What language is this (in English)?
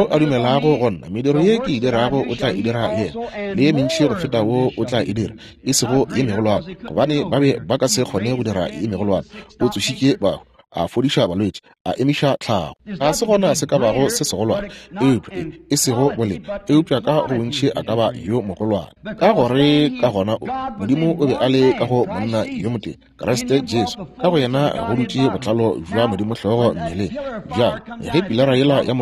Northern Sotho